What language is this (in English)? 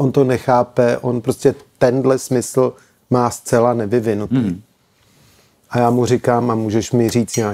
Czech